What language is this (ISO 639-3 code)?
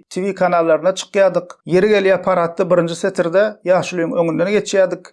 tuk